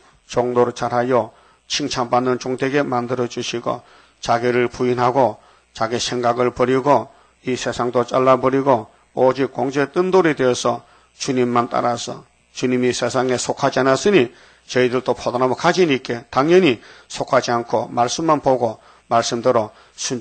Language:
Korean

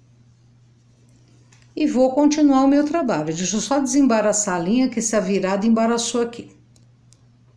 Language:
Portuguese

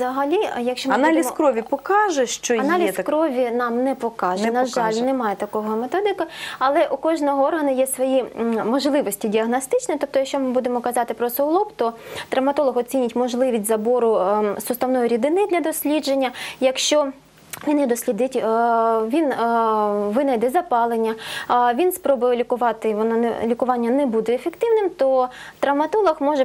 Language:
Ukrainian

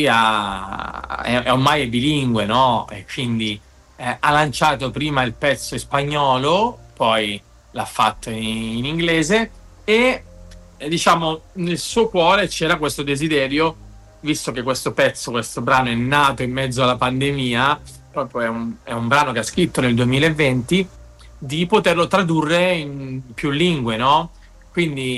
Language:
Italian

